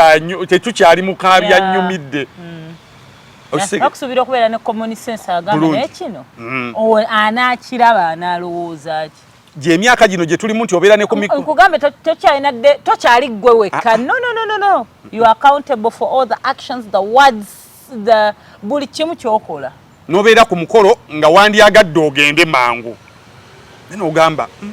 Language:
Ganda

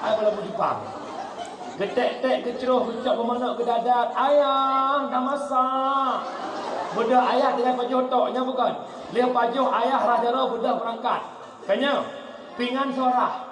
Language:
Achinese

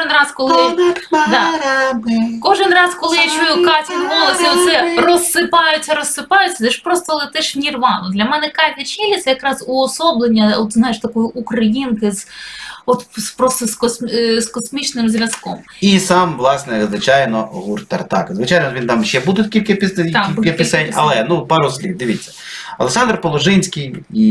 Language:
Ukrainian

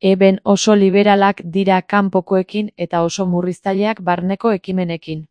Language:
Basque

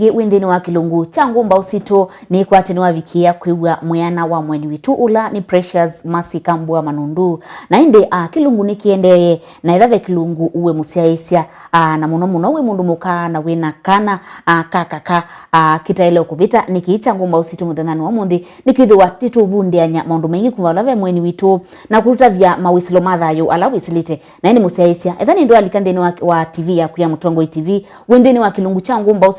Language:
Kamba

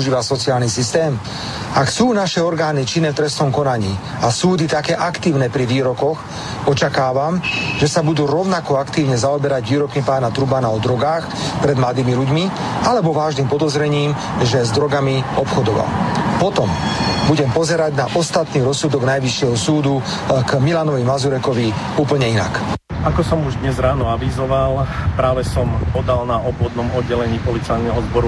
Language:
Slovak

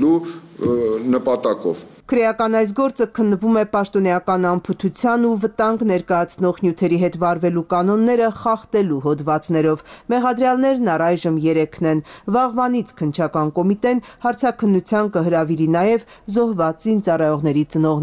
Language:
Armenian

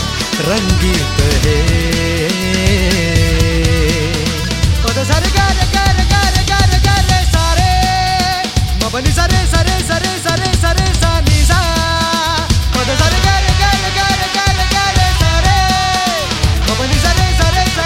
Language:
Marathi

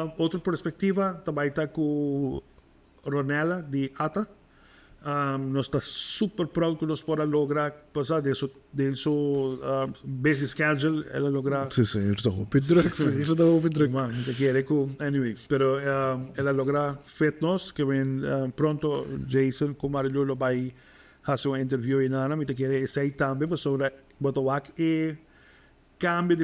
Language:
Papiamento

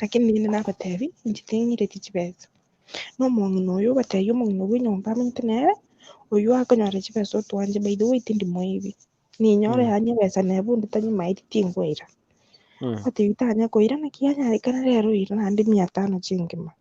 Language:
Gusii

